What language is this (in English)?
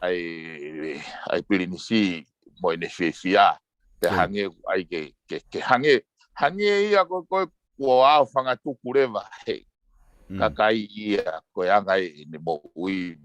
Tongan